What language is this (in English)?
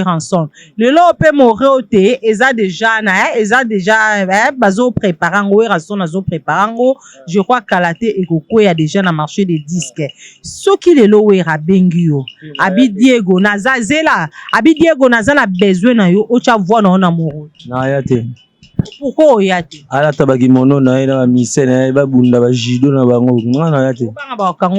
Lingala